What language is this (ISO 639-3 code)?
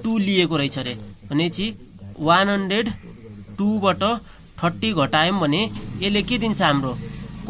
nep